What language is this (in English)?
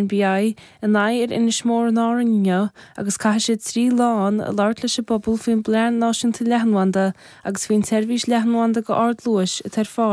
Irish